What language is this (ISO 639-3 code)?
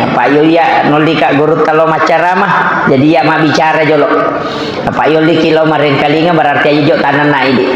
bug